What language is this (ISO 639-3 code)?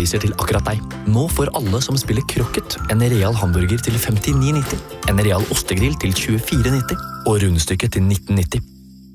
nor